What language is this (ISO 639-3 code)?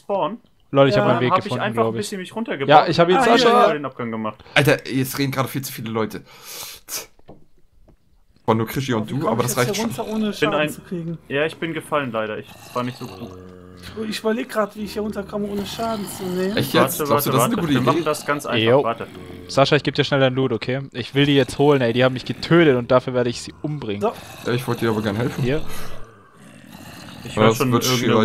deu